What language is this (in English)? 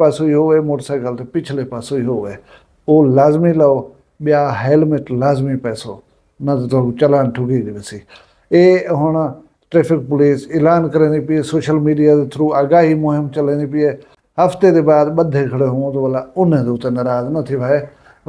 Saraiki